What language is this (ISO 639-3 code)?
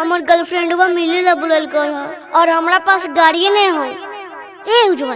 mag